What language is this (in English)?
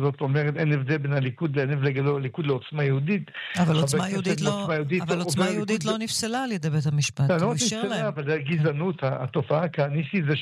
Hebrew